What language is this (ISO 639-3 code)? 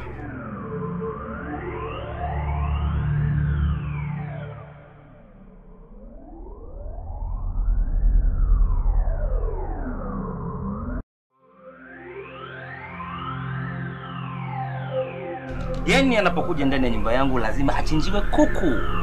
swa